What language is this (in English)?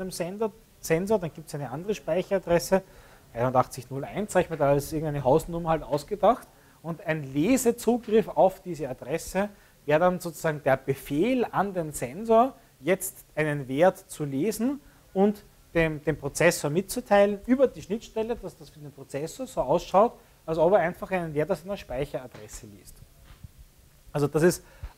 German